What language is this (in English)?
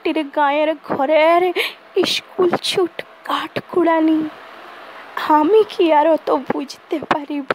Bangla